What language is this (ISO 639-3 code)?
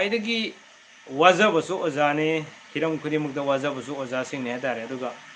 mni